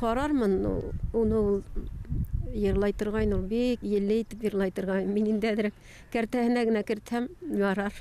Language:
Bashkir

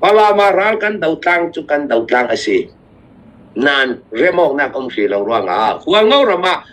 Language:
Falam Chin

